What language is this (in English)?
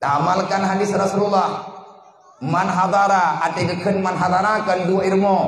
Achinese